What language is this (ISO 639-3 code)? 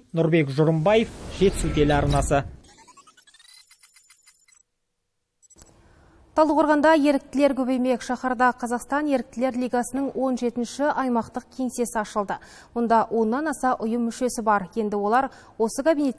kaz